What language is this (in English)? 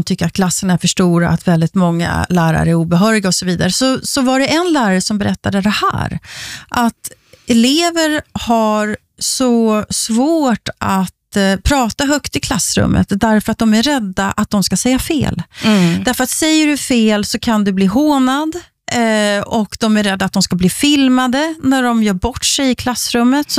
Swedish